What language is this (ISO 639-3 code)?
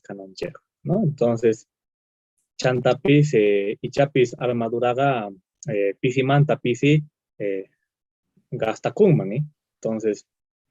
quh